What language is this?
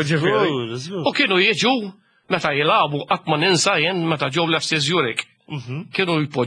Maltese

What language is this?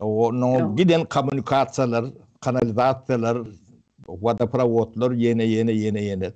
Turkmen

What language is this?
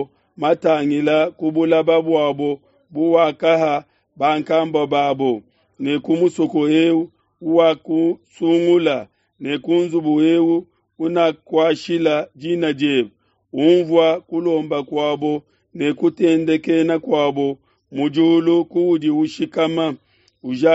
Luba-Lulua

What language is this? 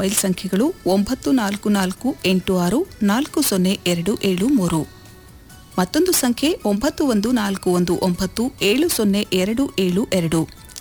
Kannada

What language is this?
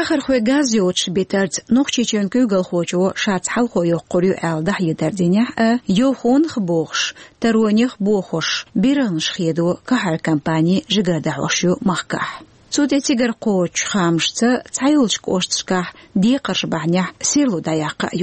Chechen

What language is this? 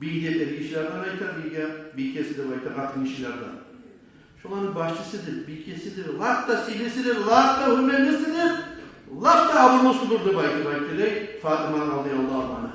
Kumyk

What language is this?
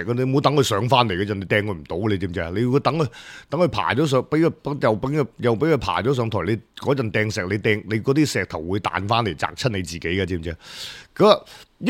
Cantonese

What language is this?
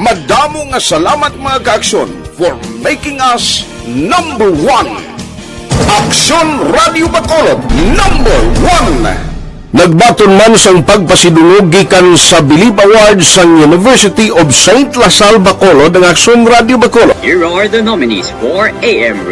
Hiligaynon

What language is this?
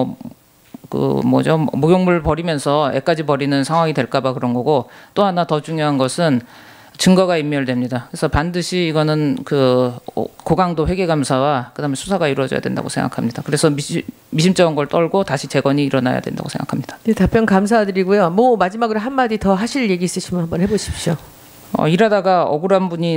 Korean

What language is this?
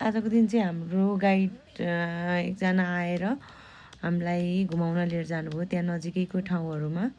Nepali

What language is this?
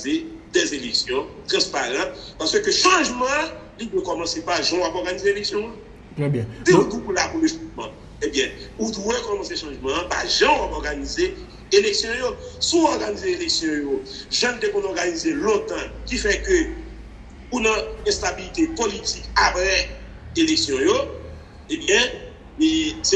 Haitian Creole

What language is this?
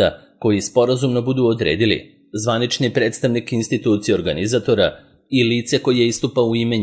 Serbian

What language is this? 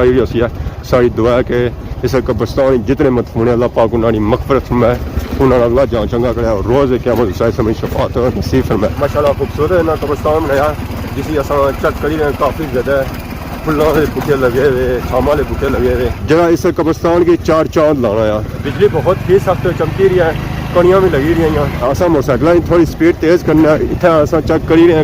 Pahari-Potwari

